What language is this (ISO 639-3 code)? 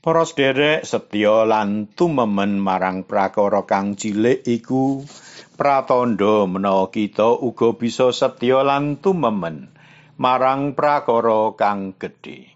jav